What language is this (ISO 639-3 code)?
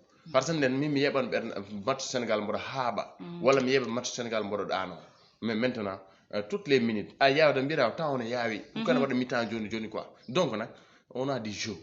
ful